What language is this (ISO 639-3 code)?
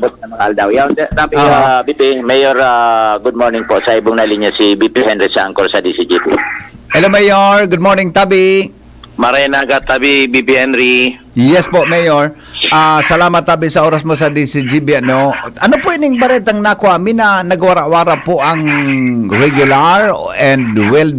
bik